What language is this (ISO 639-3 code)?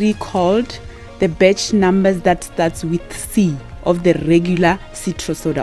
ven